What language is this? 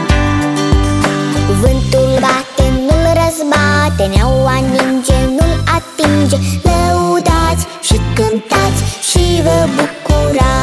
Romanian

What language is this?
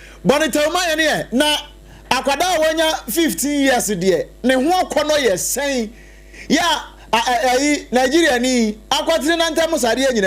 Akan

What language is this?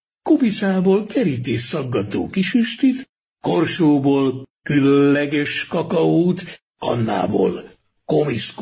Hungarian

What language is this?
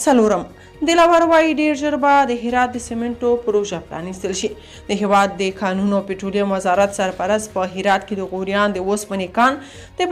Pashto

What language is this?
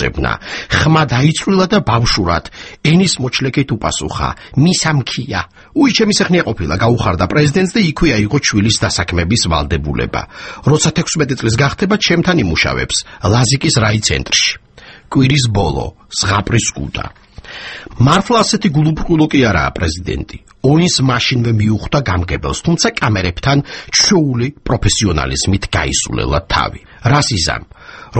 Georgian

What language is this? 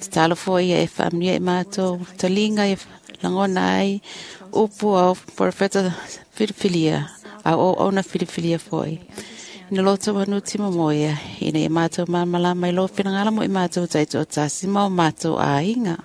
Samoan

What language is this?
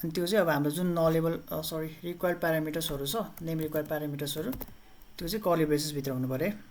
Nepali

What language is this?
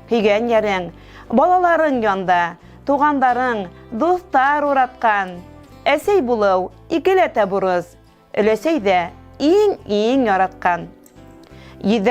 Bashkir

